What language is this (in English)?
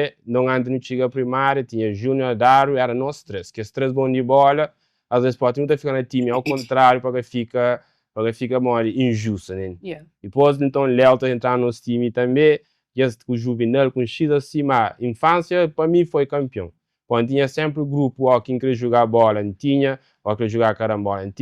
Kabuverdianu